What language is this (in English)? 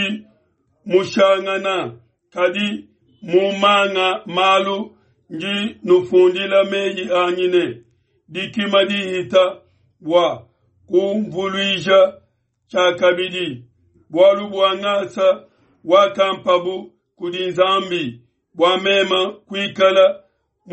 Luba-Lulua